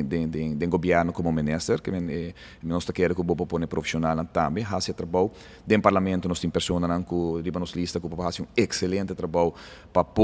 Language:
Papiamento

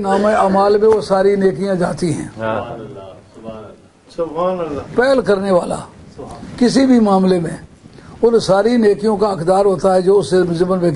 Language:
Urdu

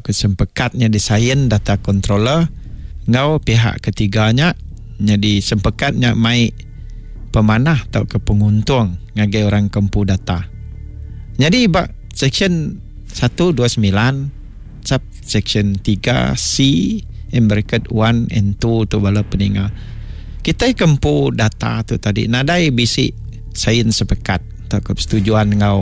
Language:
Iban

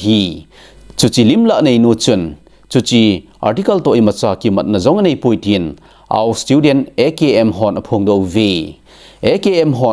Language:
Thado Chin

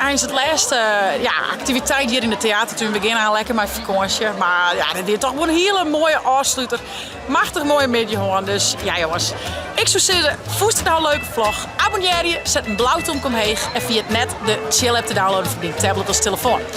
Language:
Western Frisian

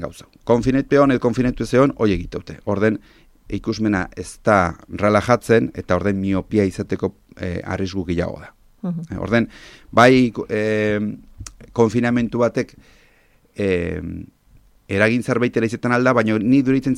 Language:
Basque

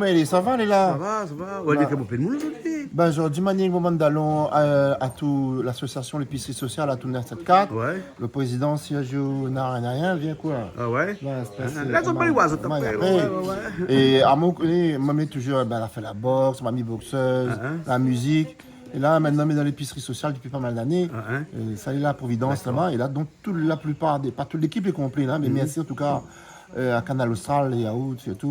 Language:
Réunion Creole French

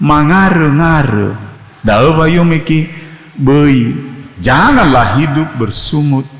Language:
Nias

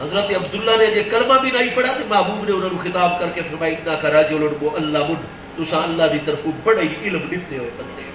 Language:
Saraiki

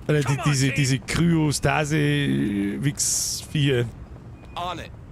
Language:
Bavarian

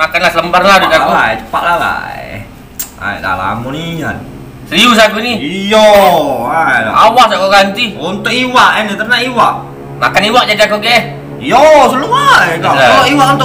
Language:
Musi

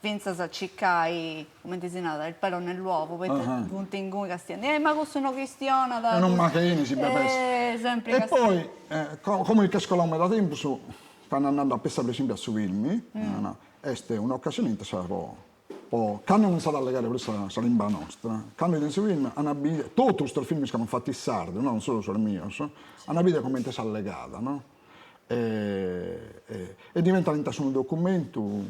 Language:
Sardinian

